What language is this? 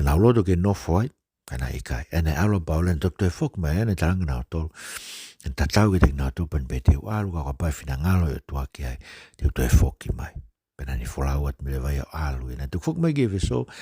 Tongan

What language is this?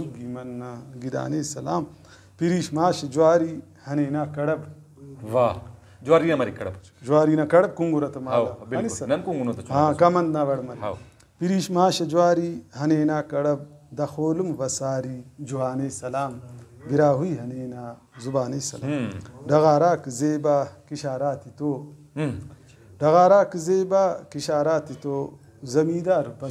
Brahui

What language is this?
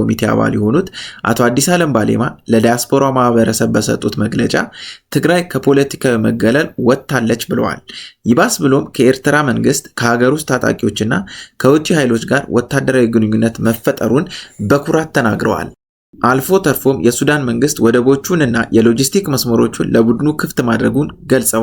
Amharic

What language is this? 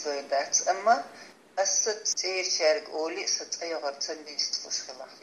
Chechen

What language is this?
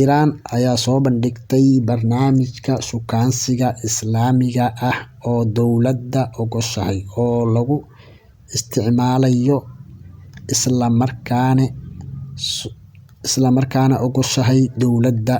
Somali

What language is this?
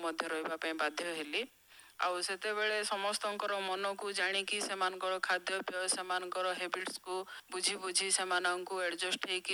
Odia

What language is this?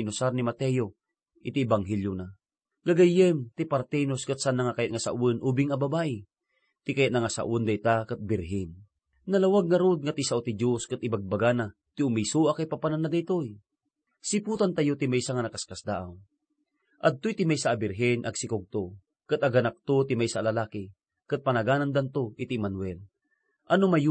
Iloko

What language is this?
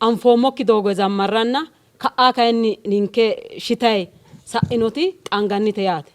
Sidamo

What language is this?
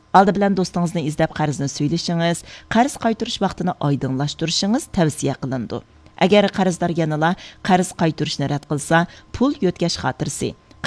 Uyghur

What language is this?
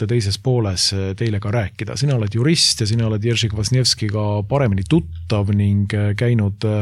Estonian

